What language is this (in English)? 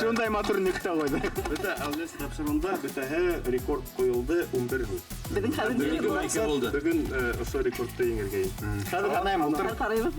Bashkir